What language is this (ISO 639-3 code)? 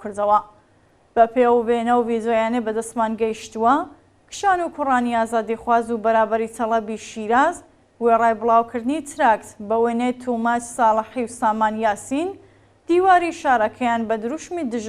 ckb